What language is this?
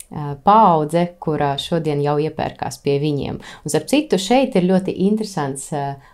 Latvian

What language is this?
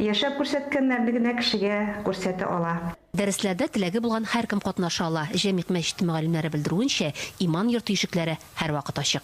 Tatar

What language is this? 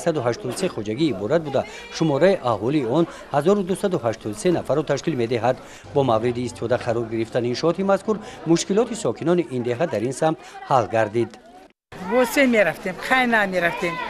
Tajik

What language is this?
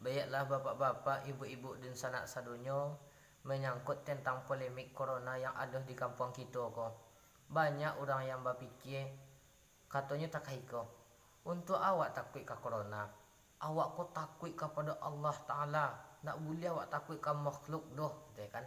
Minangkabau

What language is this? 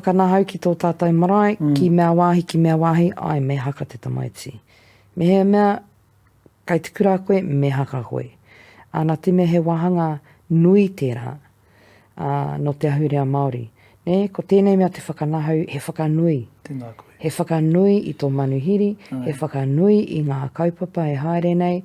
Māori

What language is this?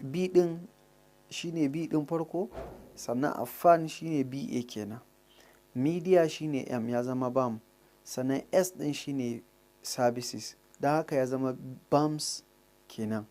Hausa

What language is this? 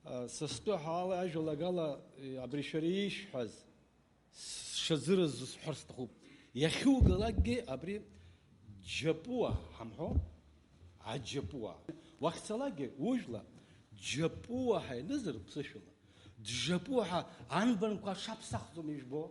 Abkhazian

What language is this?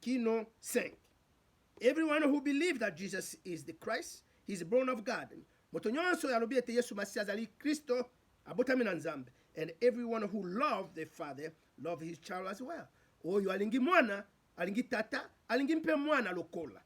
Lingala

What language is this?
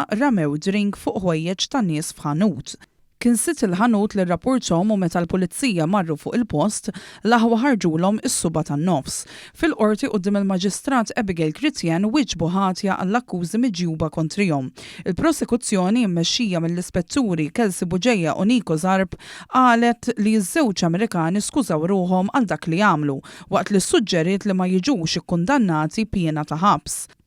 Maltese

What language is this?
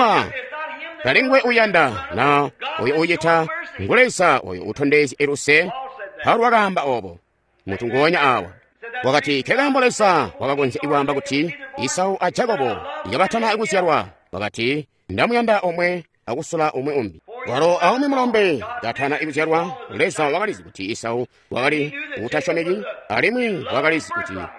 Tonga (Zambia)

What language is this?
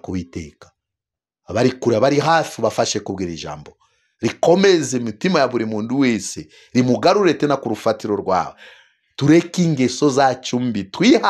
Kinyarwanda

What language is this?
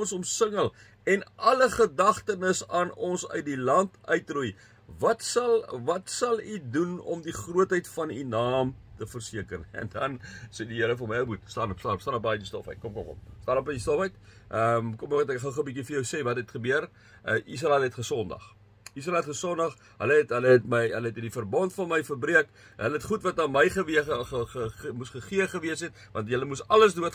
Afrikaans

